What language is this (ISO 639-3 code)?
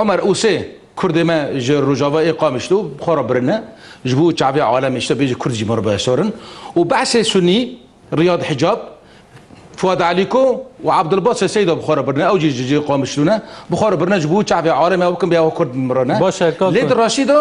kur